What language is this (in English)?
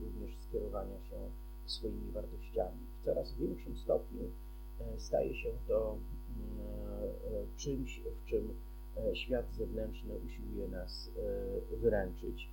Polish